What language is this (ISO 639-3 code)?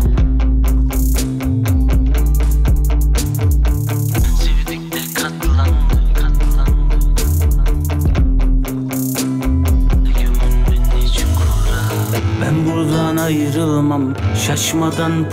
tur